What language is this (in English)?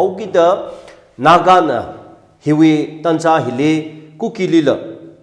Tangkhul Naga (India)